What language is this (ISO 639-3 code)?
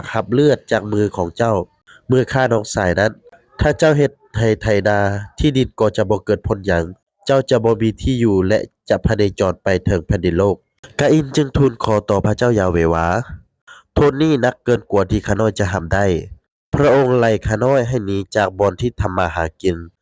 lao